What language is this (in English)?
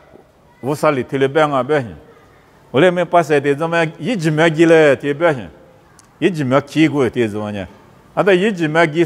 Lisu